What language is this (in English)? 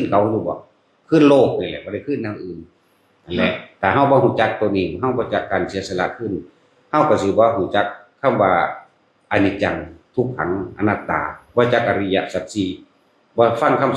Northeastern Thai